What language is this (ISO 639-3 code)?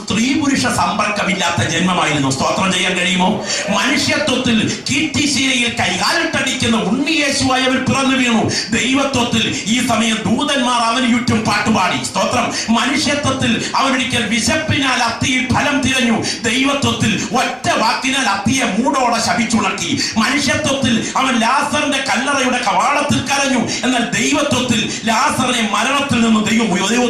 mal